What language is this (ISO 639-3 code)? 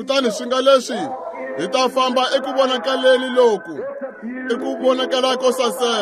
tso